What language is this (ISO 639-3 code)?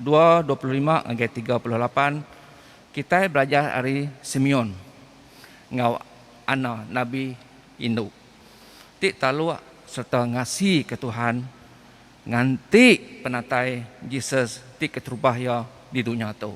iba